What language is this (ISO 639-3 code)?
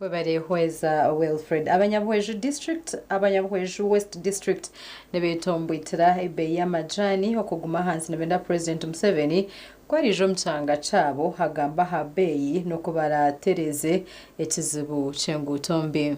nyn